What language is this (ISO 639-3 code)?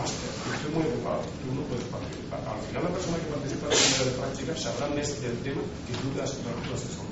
cat